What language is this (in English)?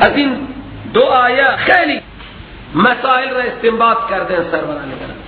Persian